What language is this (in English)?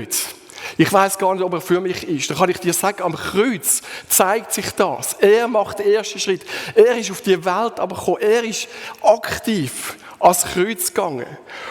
Swiss German